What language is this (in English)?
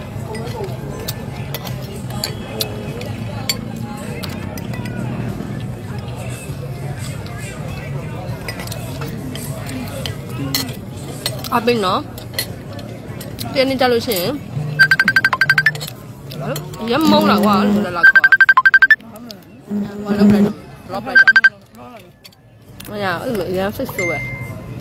Burmese